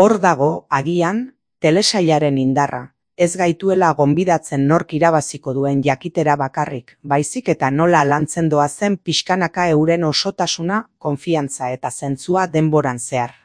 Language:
Basque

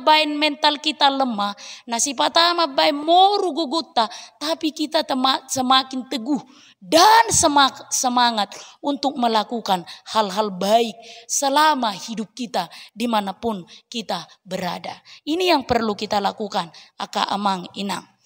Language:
Batak Toba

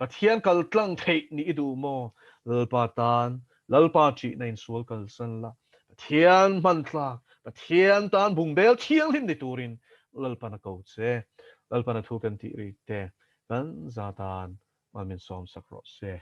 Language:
Mizo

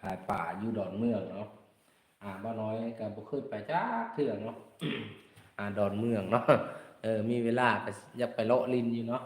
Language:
Lao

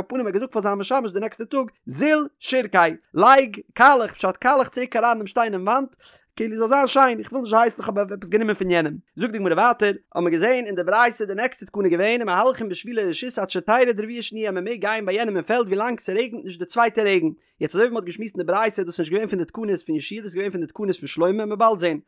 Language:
Yiddish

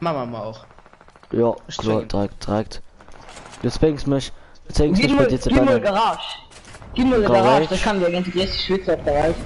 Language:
Luxembourgish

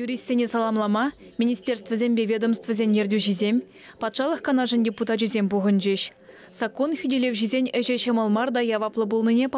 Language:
Chuvash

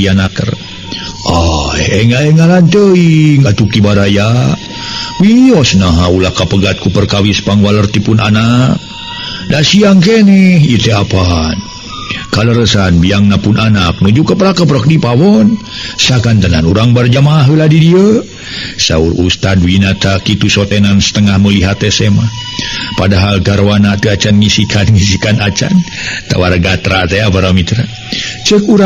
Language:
Sundanese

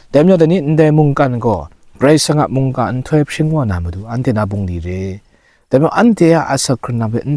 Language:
Kachin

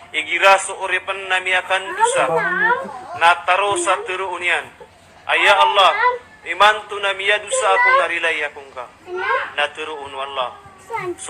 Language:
Maranao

